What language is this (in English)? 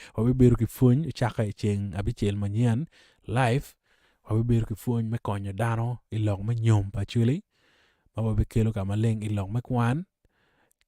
Acoli